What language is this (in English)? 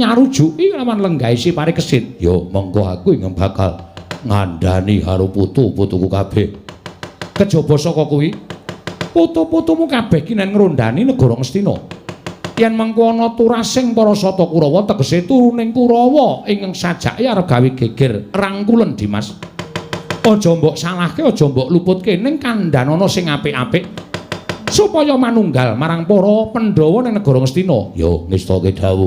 Javanese